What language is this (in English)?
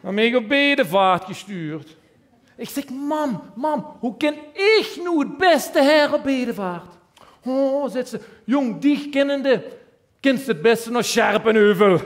Limburgish